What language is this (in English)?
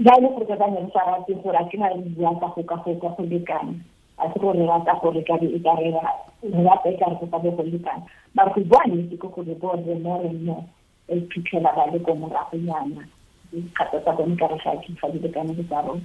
Tswana